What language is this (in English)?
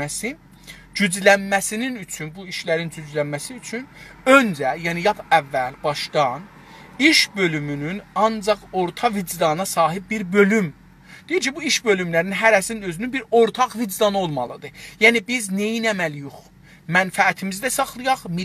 South Azerbaijani